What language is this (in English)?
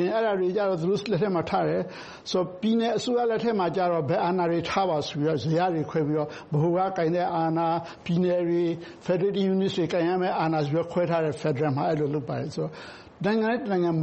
Burmese